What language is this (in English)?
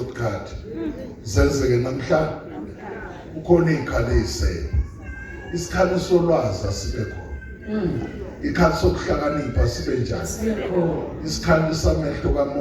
Zulu